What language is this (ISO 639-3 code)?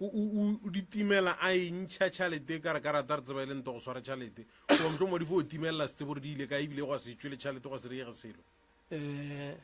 nso